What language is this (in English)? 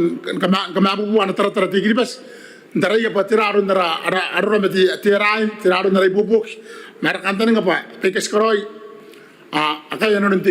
Gilbertese